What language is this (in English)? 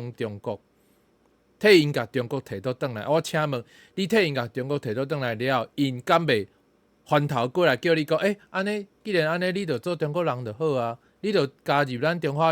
Min Nan Chinese